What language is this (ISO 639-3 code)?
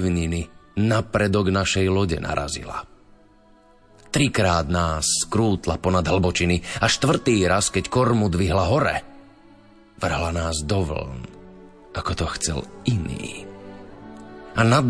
slk